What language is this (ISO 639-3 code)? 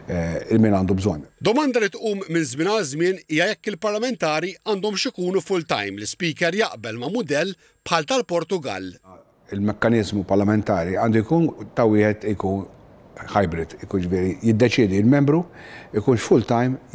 mlt